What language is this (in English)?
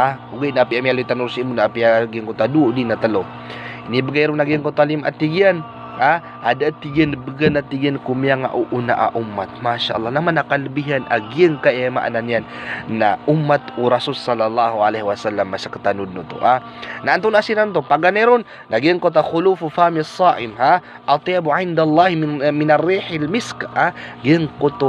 Maranao